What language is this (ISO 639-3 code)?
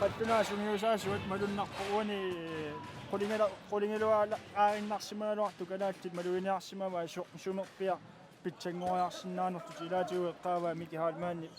kal